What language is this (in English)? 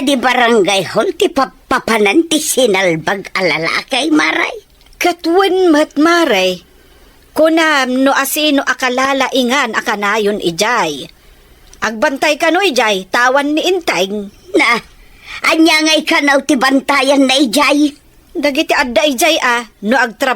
Iloko